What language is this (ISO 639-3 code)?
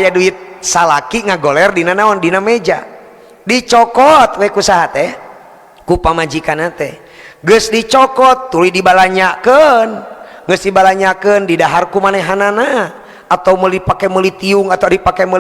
sun